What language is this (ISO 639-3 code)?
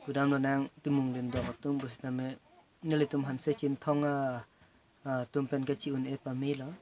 mjw